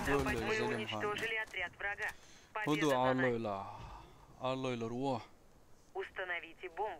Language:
Chechen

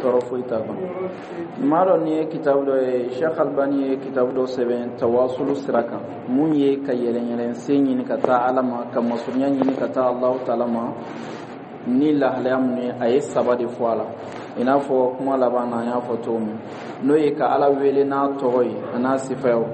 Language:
Dyula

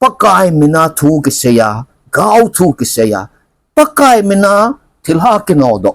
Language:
Thado Chin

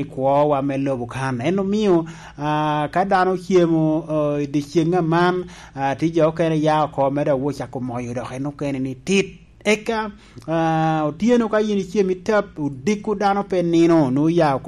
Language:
Lango (Uganda)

